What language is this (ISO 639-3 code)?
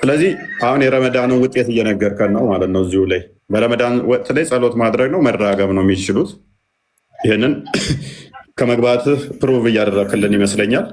amh